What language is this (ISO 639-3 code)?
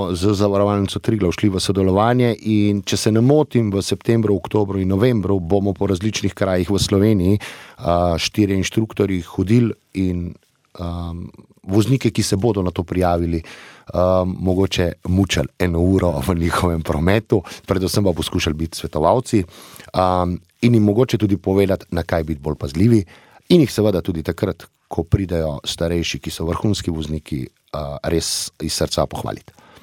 slv